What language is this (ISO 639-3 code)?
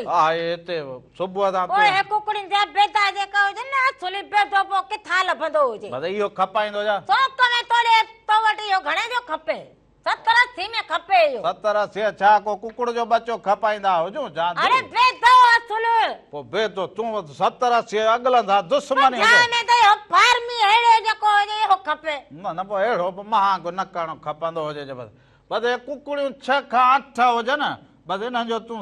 snd